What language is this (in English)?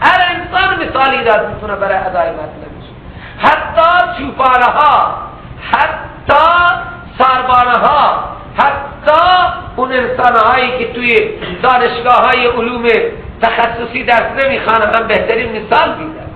Persian